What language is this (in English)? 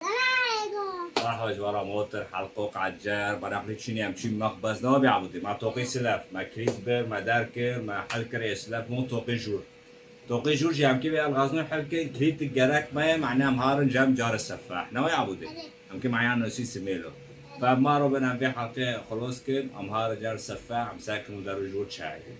Kurdish